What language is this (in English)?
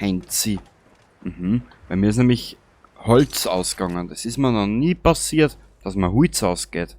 Bavarian